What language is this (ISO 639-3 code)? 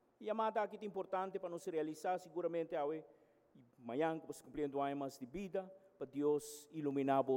pap